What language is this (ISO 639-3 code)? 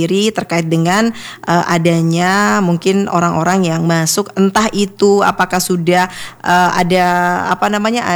ind